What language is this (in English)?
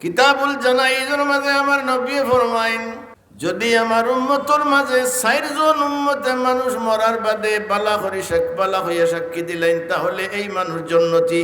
Sylheti